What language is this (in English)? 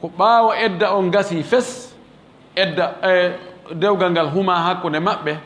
Fula